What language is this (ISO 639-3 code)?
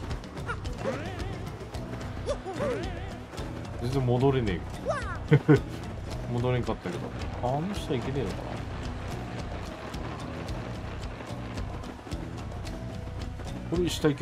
jpn